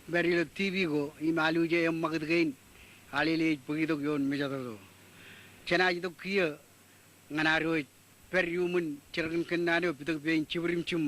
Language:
Marshallese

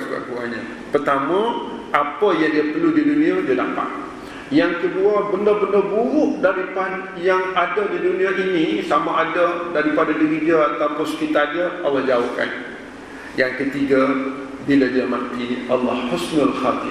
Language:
Malay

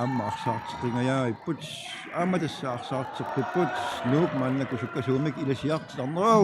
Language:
Kalaallisut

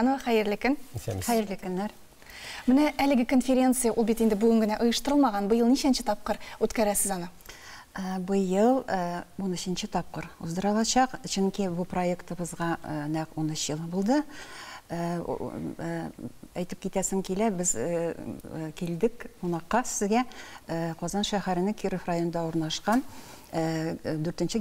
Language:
Tatar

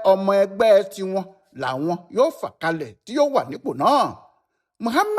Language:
Yoruba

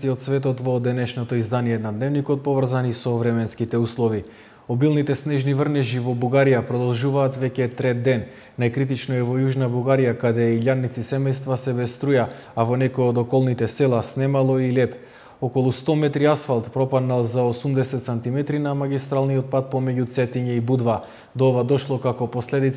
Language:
Macedonian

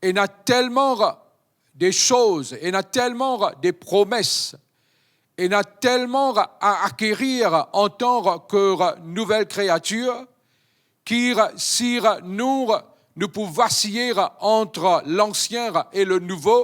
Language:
Morisyen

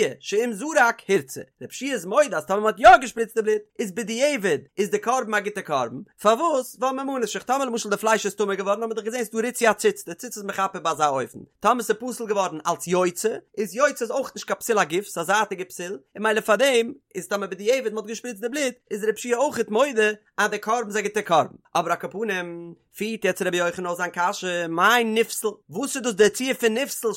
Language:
Yiddish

